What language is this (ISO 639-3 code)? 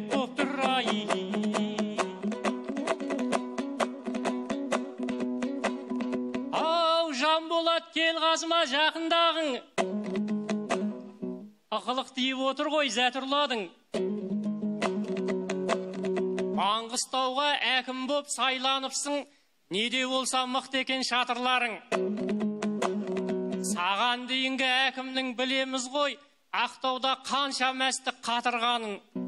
kaz